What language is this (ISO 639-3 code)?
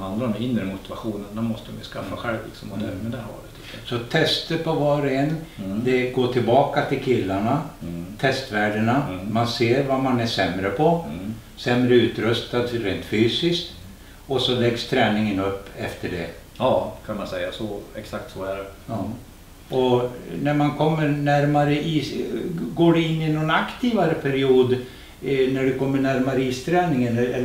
swe